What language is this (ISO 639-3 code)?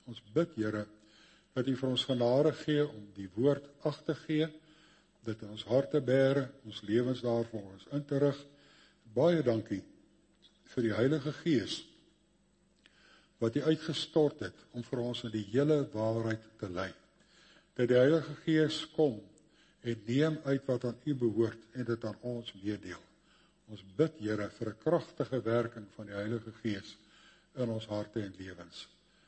afr